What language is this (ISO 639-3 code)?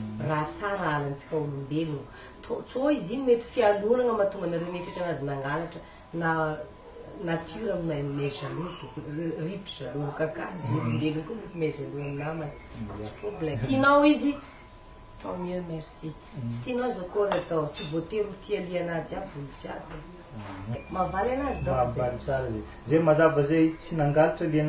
mlg